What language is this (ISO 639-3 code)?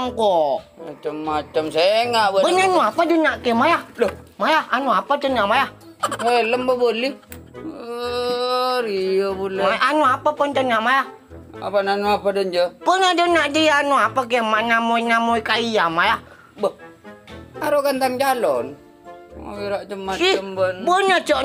mad